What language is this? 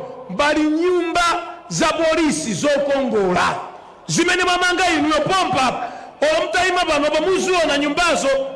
Nyanja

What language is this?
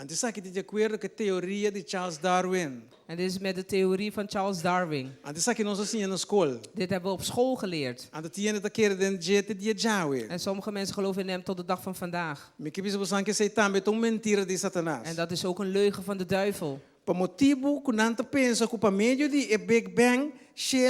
Papiamento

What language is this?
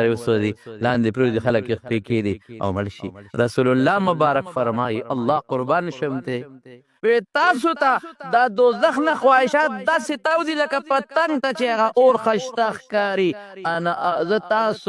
Pashto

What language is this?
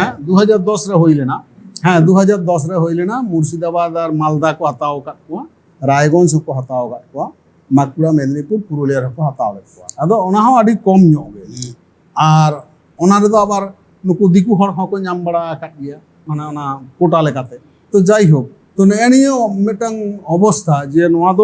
Santali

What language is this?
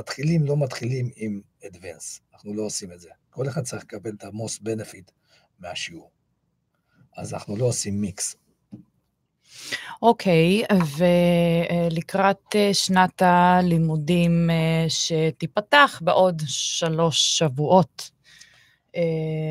Hebrew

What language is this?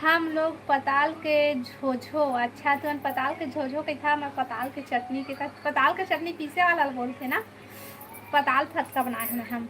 Chhattisgarhi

